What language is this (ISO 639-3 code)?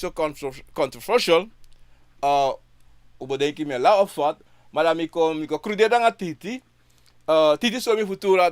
srn